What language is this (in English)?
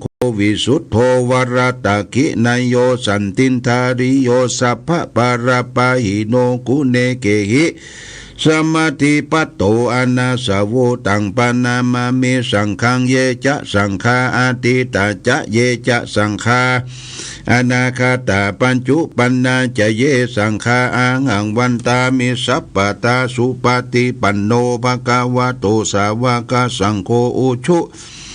Pali